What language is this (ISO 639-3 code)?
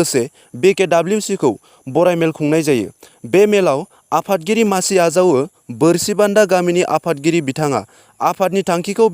brx